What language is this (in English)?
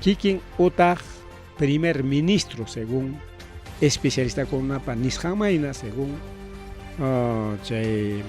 Ayacucho Quechua